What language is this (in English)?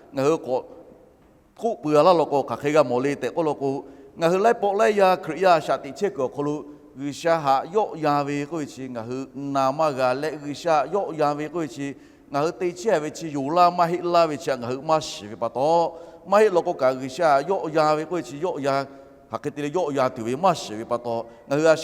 Lahu